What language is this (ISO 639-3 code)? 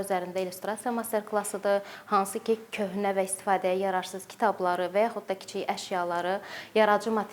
aze